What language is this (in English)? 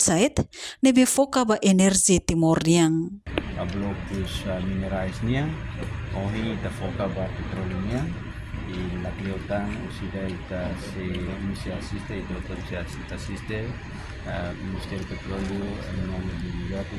Tetum